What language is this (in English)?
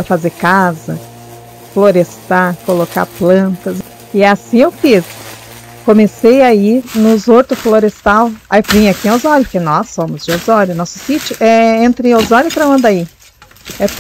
Portuguese